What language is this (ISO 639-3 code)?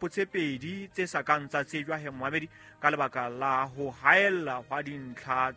sot